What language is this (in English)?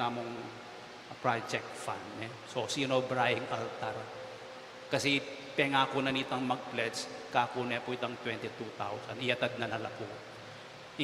Pampanga